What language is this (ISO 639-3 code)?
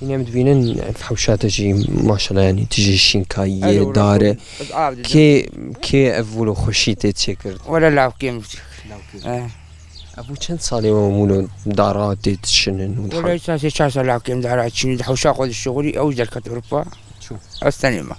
kur